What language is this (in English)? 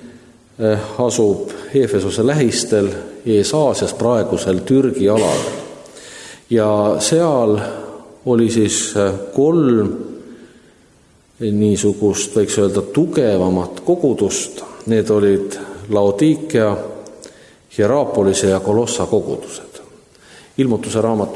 Estonian